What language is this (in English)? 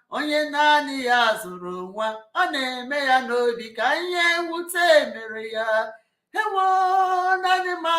Igbo